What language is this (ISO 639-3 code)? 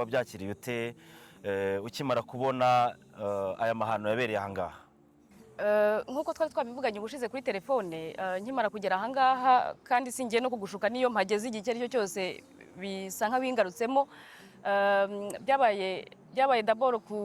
kin